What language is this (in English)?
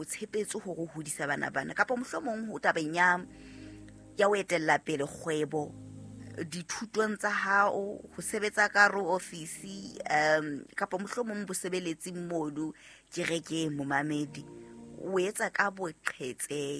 Southern Sotho